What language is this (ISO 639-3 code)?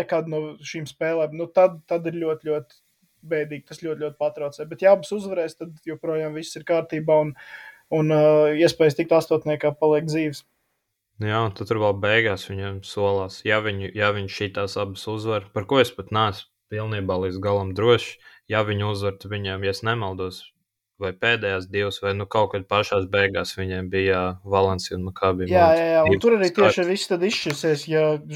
lav